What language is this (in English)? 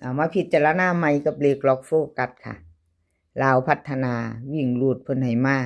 Lao